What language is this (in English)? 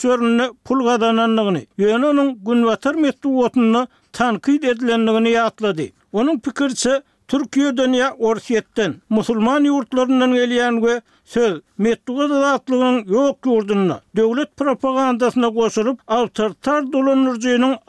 Turkmen